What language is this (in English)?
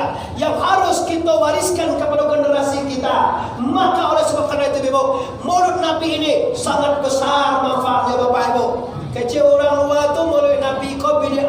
Minangkabau